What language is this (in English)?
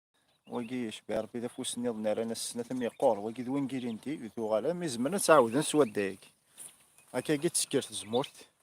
Kabyle